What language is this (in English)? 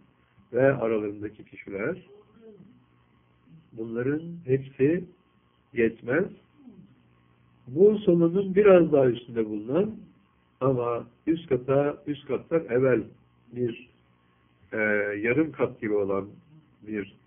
Turkish